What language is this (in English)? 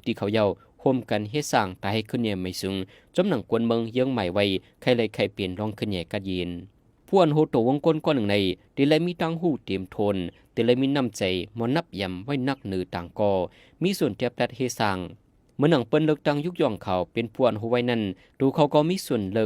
Shan